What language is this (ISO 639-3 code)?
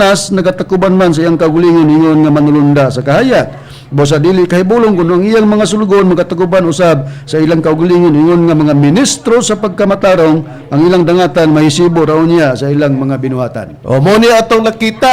ceb